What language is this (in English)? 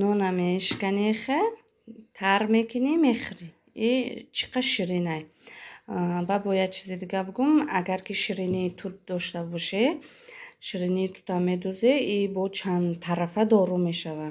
Tajik